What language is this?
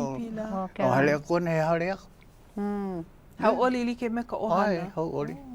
Hawaiian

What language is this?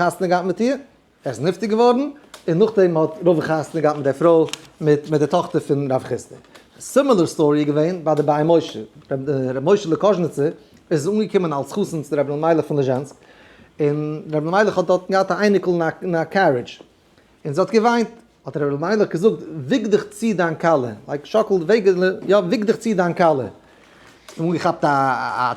Yiddish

